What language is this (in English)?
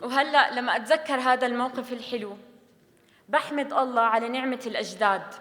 North Levantine Arabic